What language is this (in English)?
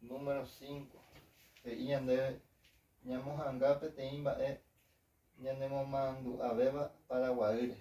Guarani